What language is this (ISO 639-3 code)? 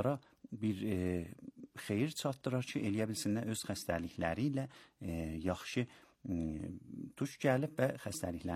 aze